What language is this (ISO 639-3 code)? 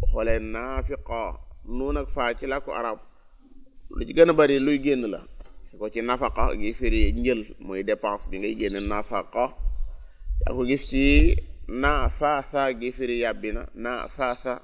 wol